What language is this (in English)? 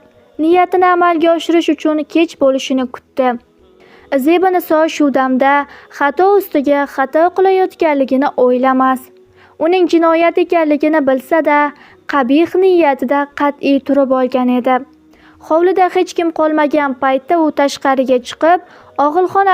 Uzbek